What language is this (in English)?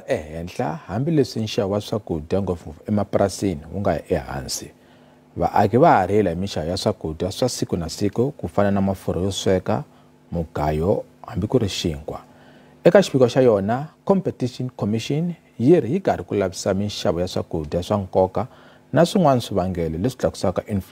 Tsonga